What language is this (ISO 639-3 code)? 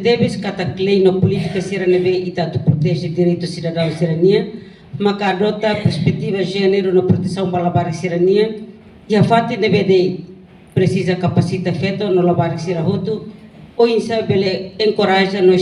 tet